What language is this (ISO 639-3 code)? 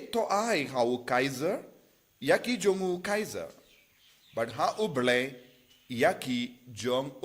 kha